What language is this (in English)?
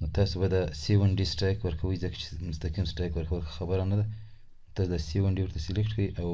Pashto